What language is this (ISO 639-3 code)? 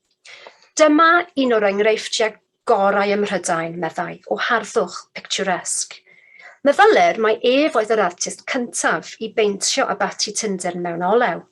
cym